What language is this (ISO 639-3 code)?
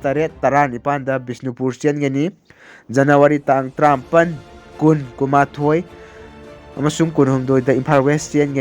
mni